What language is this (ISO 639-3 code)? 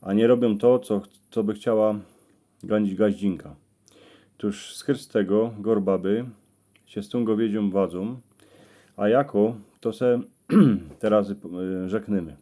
szl